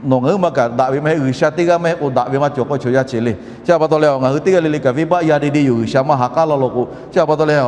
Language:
Lahu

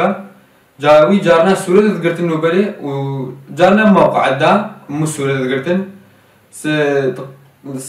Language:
Kurdish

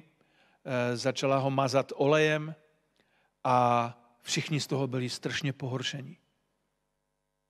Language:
Czech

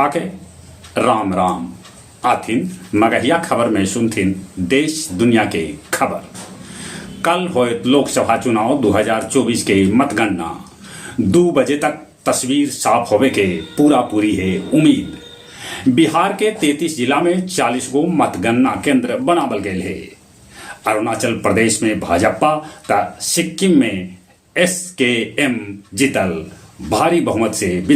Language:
Magahi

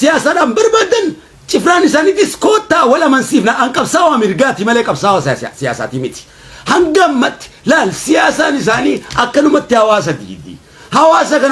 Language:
Oromo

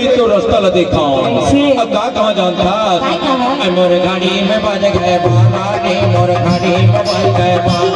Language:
Chhattisgarhi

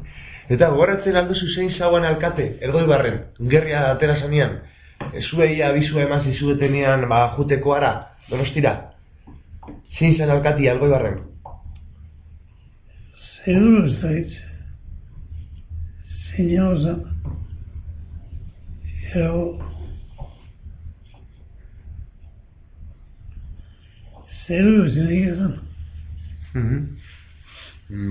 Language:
Basque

